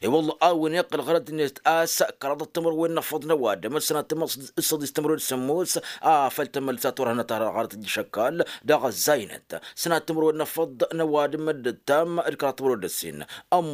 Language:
Tamasheq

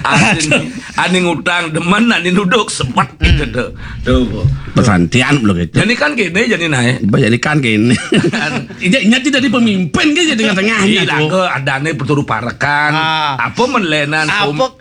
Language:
Balinese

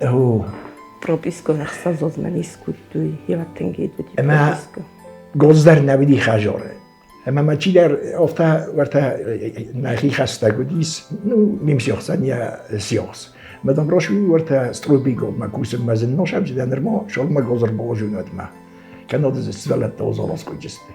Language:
Ossetic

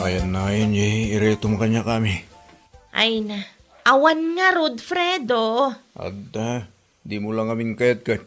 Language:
Iloko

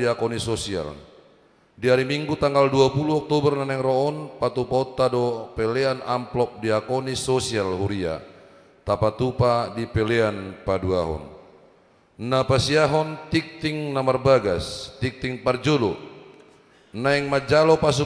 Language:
Batak Toba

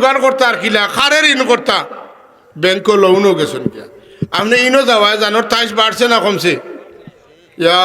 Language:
Sylheti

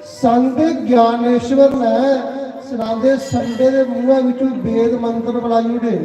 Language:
Dogri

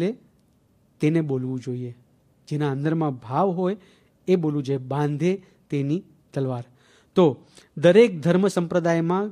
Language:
Gujarati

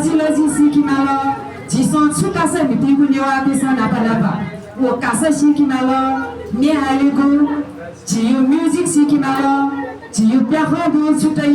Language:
Newari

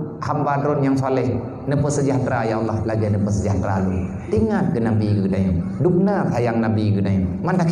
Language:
Achinese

